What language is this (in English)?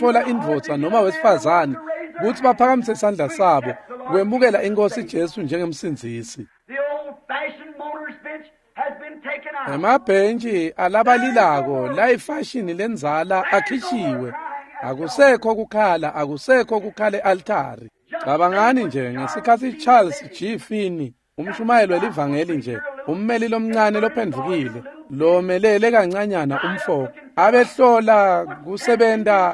Swati